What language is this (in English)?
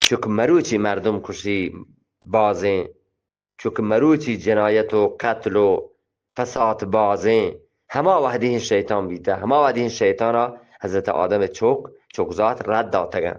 Eastern Balochi